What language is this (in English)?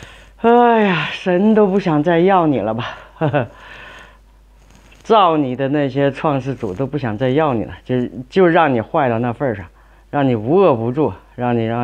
Chinese